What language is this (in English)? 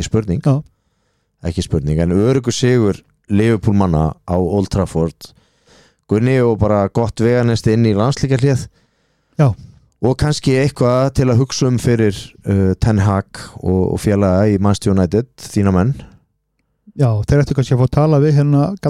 Icelandic